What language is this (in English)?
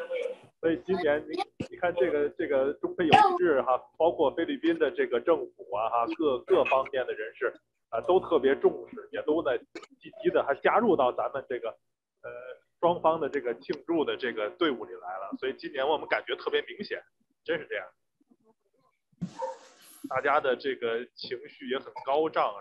Chinese